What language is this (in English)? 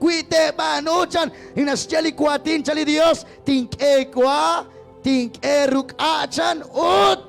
Kekchí